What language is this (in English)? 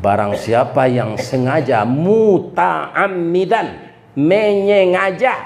Minangkabau